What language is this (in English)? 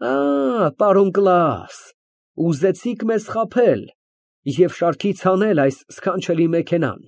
Armenian